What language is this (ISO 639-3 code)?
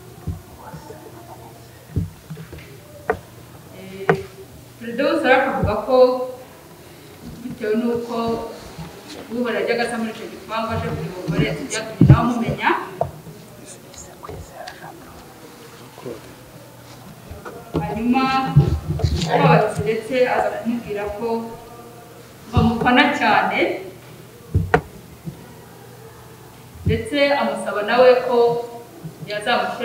kin